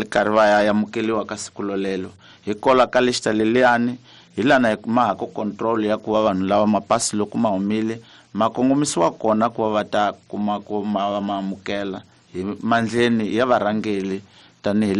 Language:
Tsonga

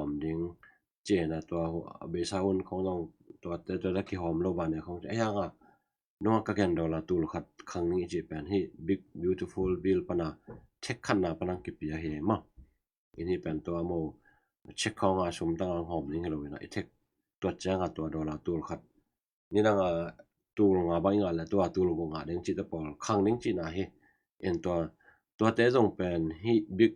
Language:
Tedim Chin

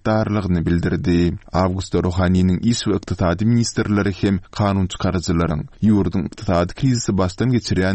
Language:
Turkmen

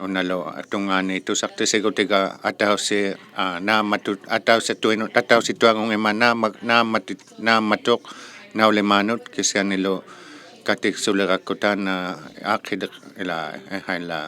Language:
Inuktitut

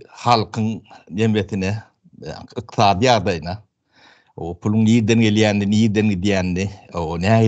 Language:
Turkmen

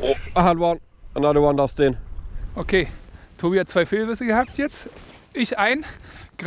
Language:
German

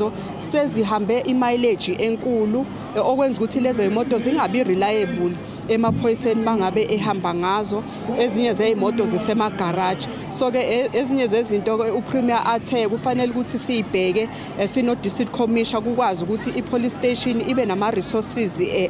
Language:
Zulu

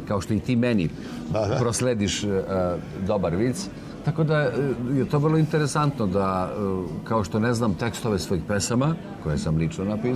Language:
Serbian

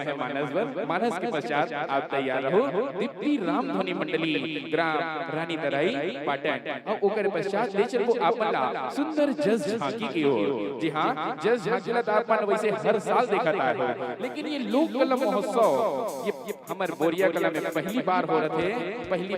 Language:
Chhattisgarhi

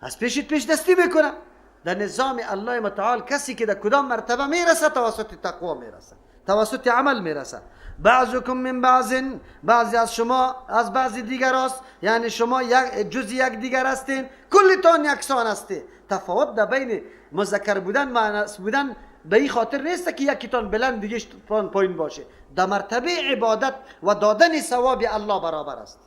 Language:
Persian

